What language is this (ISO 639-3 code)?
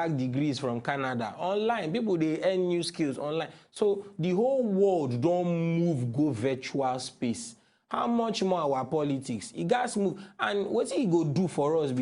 pcm